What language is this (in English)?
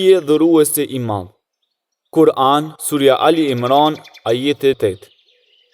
Albanian